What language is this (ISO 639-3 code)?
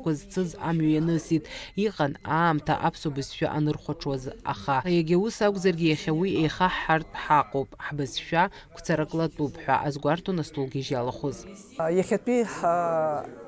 abk